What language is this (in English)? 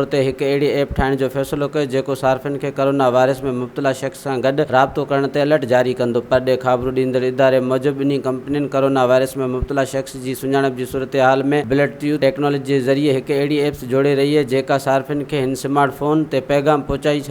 Sindhi